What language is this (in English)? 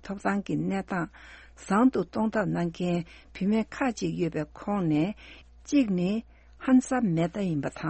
Tibetan